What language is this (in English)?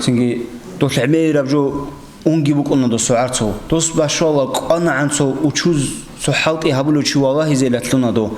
Avaric